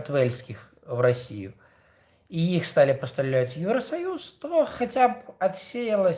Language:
Belarusian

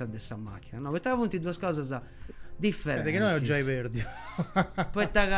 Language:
Sardinian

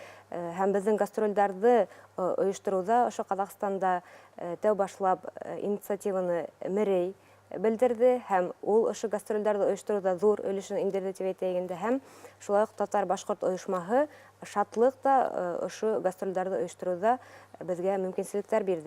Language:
Bashkir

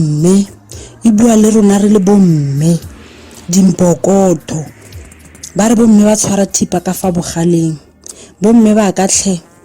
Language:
Tswana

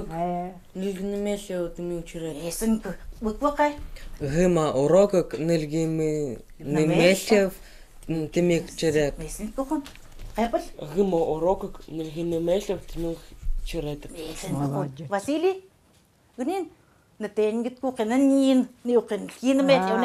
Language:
Chukot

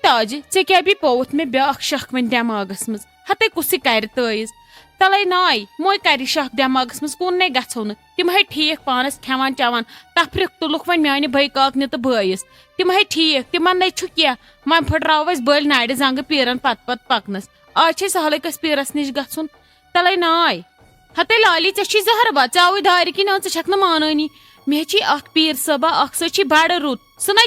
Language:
Kashmiri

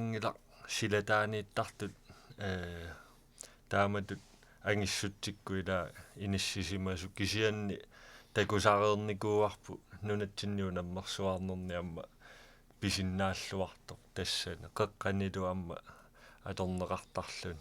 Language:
Kalaallisut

